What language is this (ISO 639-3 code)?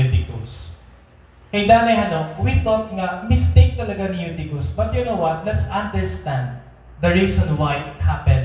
war